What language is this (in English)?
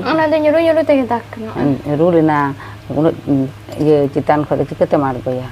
Santali